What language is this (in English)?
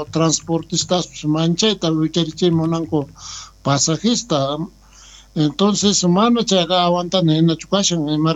South Bolivian Quechua